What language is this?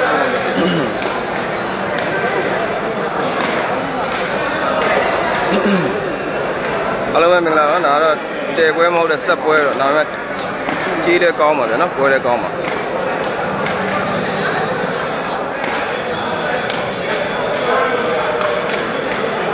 Burmese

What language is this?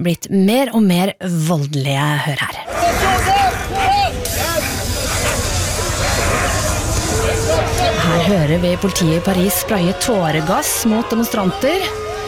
Norwegian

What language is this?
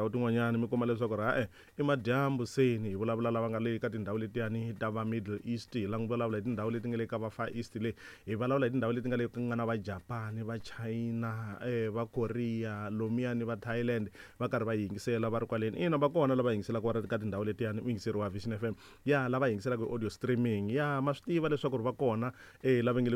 Tsonga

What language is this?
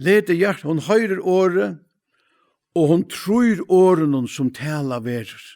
Faroese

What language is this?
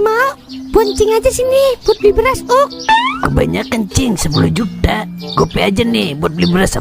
Betawi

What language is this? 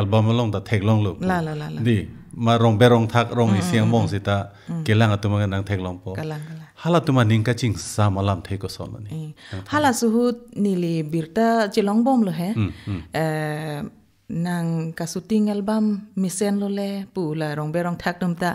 Karbi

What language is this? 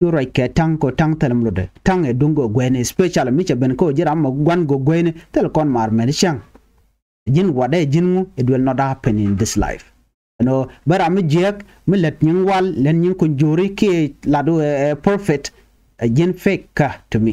Nuer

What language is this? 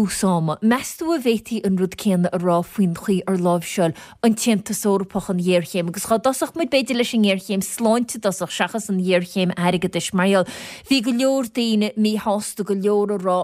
Irish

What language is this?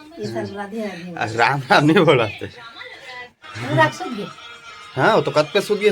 Chhattisgarhi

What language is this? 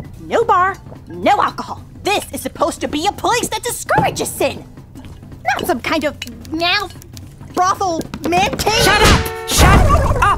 English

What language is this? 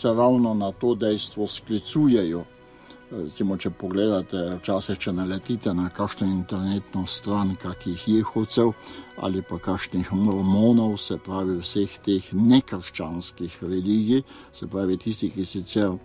Slovenian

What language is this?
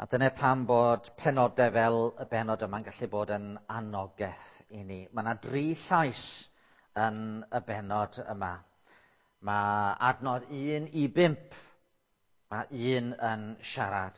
Welsh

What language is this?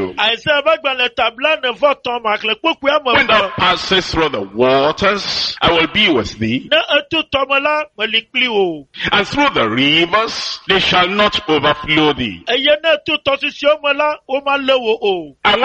Ewe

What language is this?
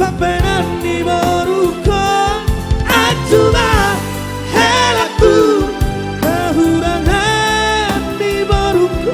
Batak Toba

